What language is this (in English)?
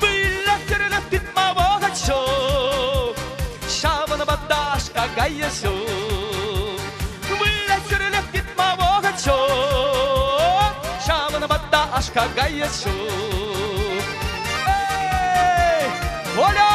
Chuvash